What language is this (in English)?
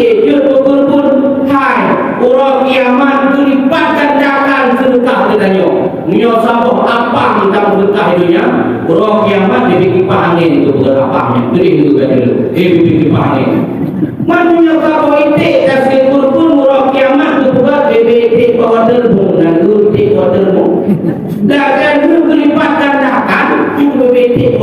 Achinese